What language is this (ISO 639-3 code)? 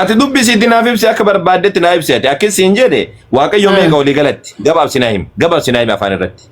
orm